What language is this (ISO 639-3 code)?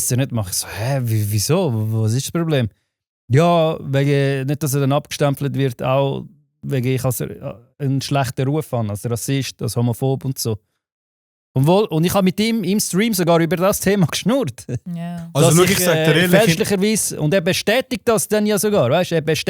gsw